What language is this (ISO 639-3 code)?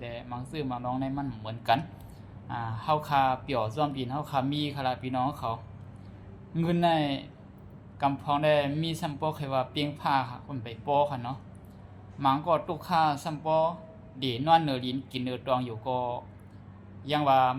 shn